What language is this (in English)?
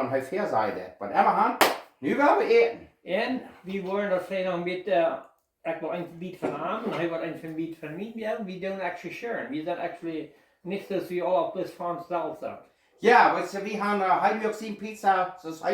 Plautdietsch